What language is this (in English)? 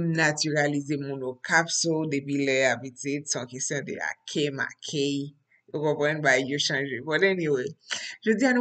Haitian Creole